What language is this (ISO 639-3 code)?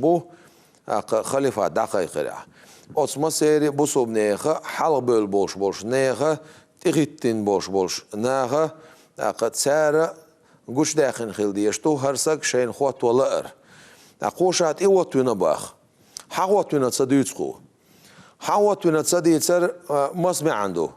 che